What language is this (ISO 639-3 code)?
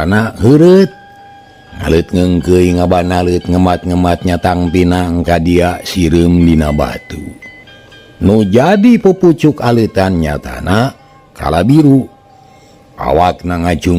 sun